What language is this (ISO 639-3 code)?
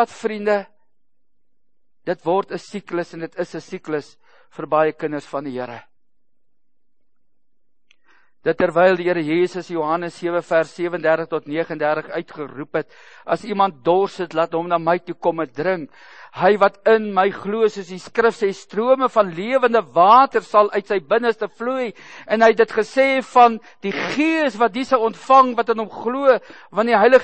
afr